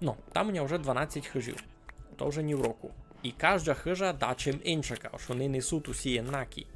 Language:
Rusyn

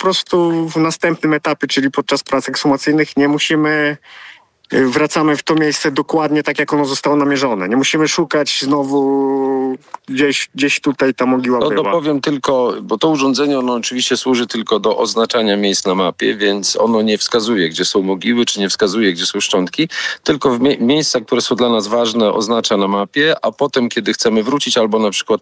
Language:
Polish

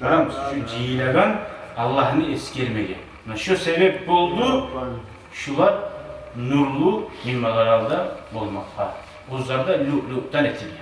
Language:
Kumyk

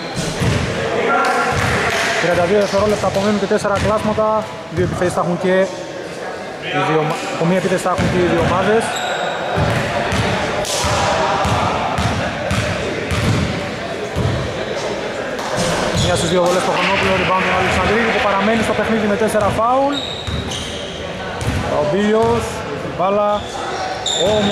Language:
Greek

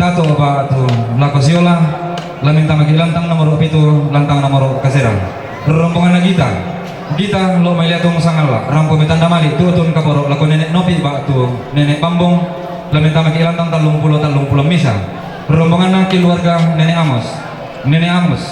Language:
Toraja-Sa'dan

